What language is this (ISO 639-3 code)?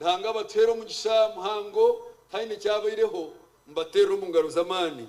nyn